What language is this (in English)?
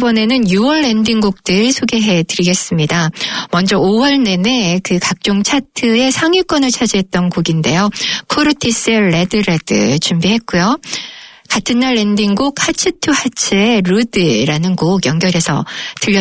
Korean